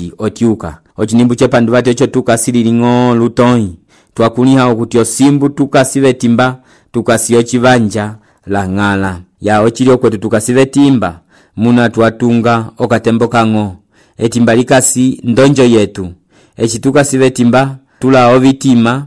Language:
Umbundu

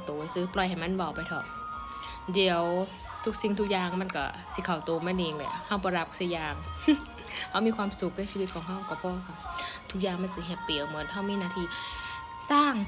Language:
Northeastern Thai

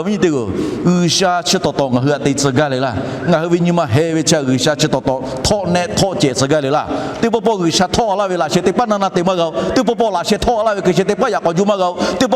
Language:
Lahu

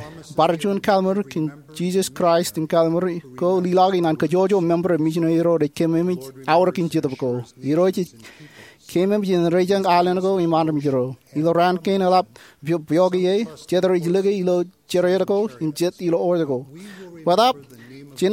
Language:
Marshallese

